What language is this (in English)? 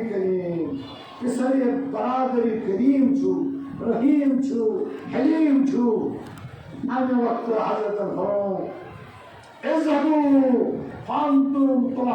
Kashmiri